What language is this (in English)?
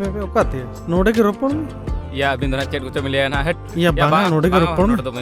Santali